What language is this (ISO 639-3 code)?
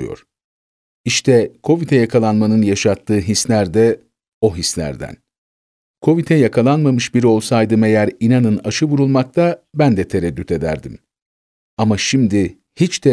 tur